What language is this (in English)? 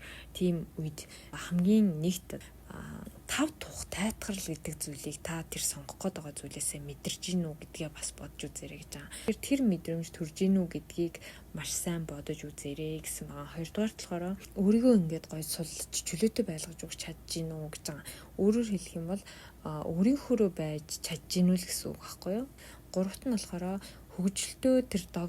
Mongolian